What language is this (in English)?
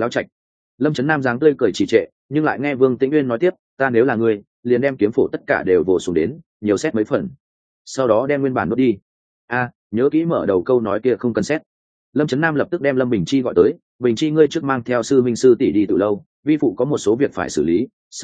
Vietnamese